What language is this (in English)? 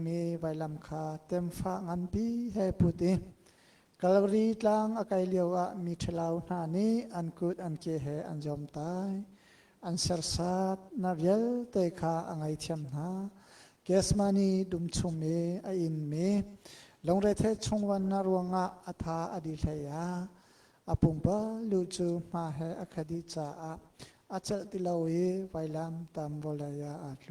Hakha Chin